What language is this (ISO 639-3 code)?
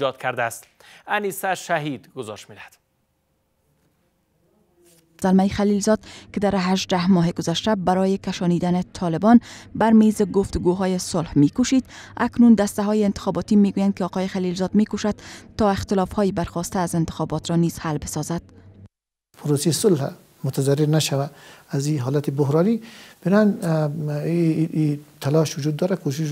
fas